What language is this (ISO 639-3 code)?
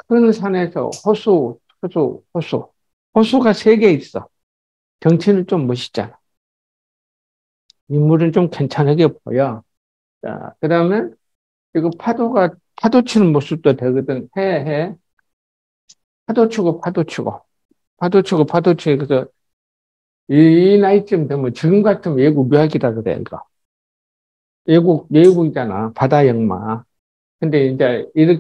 kor